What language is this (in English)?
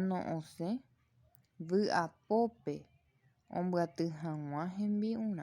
Guarani